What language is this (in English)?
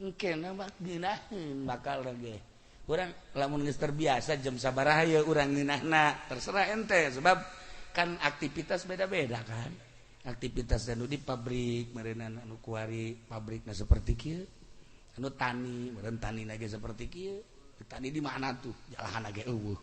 Sundanese